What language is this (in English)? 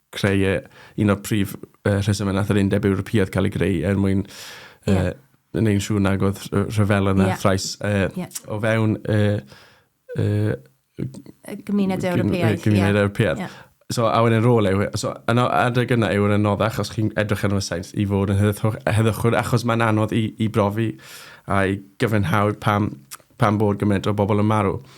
Welsh